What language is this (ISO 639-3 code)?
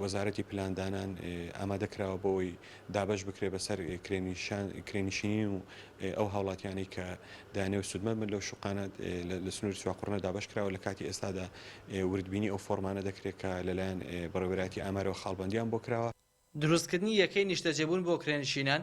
ckb